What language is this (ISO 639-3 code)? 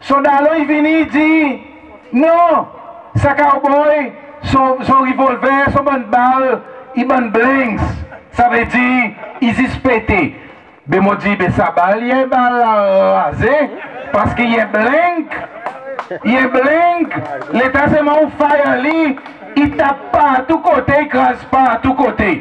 crs